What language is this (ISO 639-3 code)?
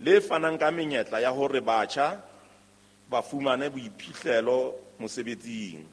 sot